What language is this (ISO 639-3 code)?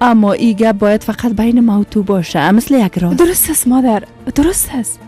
fas